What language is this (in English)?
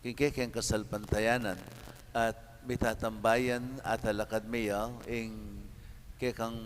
Pampanga